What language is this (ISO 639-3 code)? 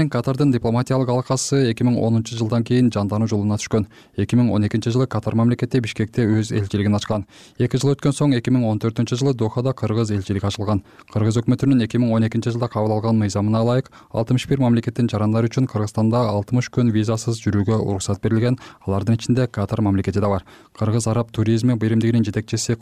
kir